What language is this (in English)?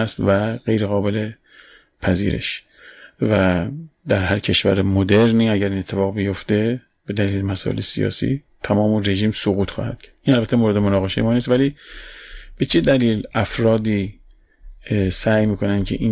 Persian